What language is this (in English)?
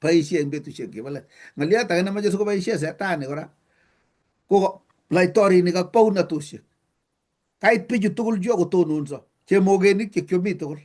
Kalenjin